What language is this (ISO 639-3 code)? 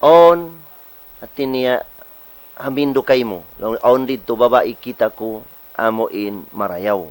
tsg